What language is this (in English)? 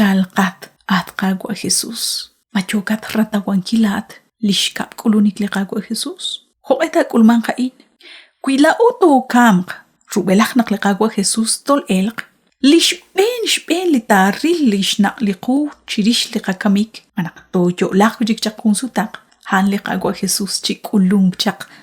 Kekchí